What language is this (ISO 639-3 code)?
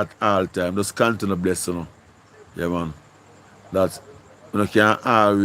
jam